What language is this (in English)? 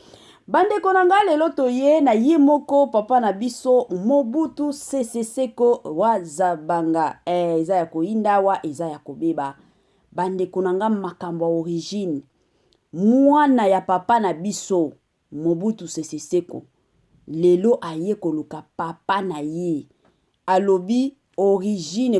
Lingala